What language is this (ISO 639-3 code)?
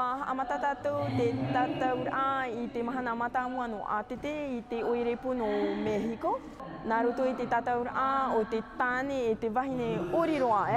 tah